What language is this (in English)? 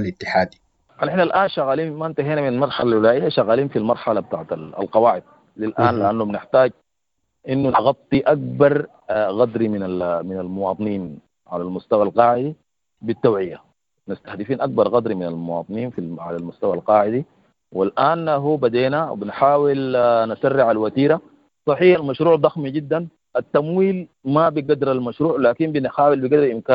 Sudanese Arabic